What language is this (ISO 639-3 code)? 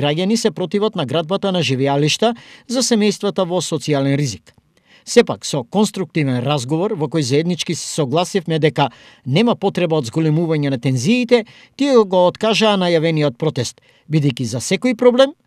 mkd